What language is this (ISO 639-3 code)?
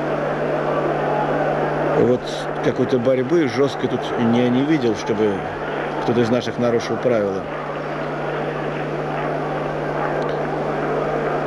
rus